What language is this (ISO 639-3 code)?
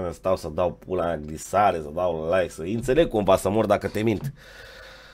ron